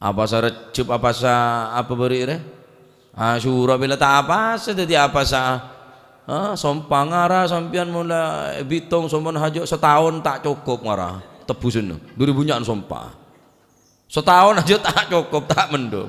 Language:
Madurese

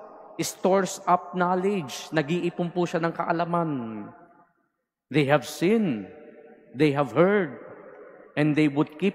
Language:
Filipino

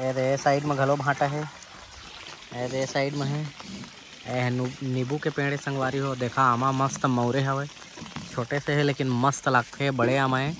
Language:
Chhattisgarhi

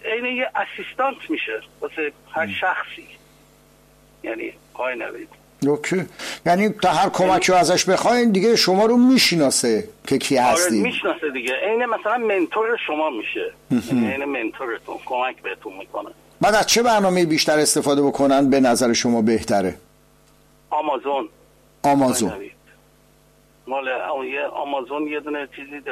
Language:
Persian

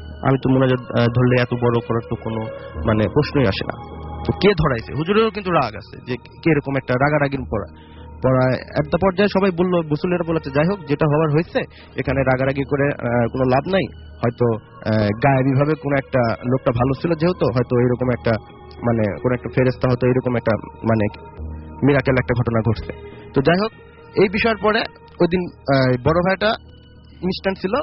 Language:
Bangla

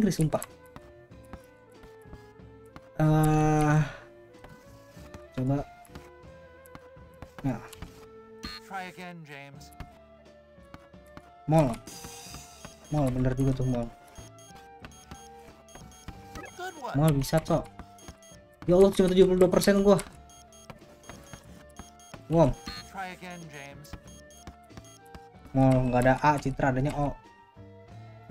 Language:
Indonesian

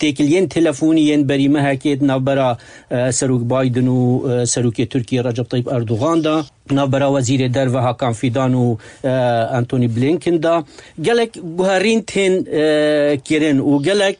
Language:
Kurdish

